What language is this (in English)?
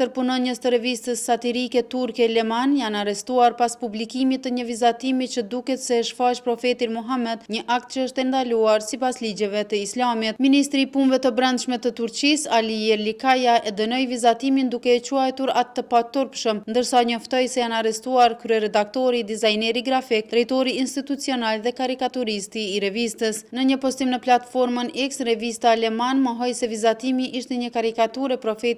Albanian